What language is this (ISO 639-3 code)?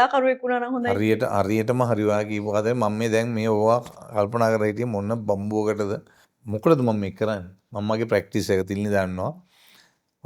sin